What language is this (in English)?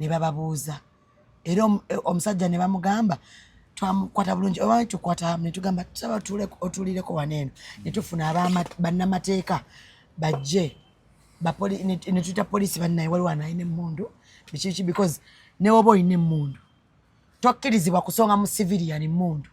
Ganda